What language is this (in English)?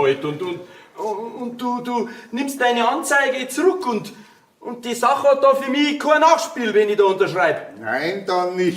Bavarian